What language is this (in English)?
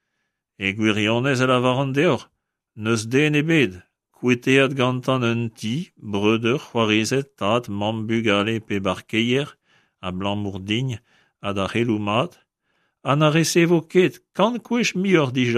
Breton